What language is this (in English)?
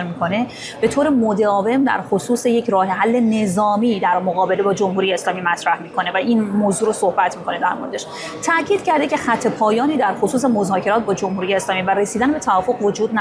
Persian